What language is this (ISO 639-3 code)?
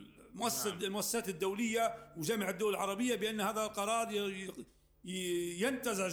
ara